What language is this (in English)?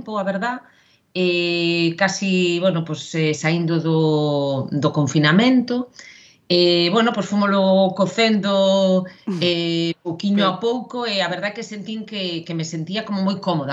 Galician